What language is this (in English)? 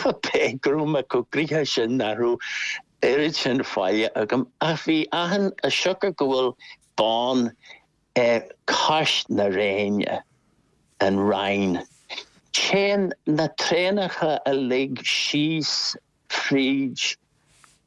Irish